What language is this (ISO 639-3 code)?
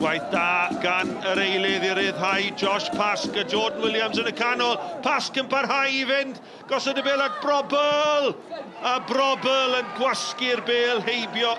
cym